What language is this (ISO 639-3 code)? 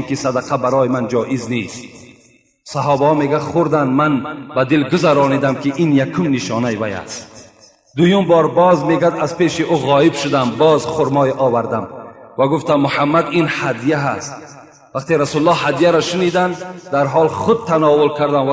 tgk